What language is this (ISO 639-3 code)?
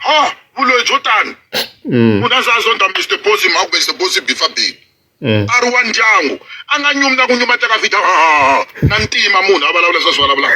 tso